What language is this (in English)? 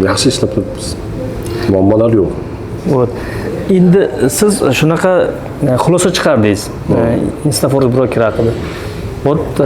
Uzbek